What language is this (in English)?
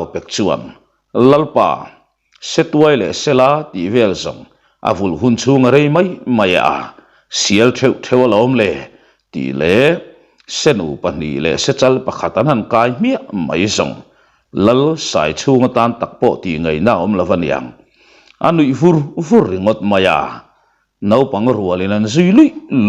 Mizo